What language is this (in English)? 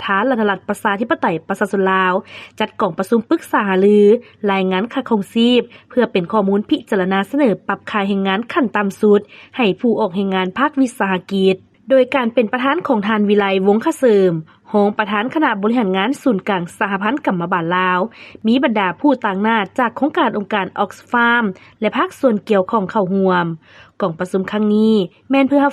Lao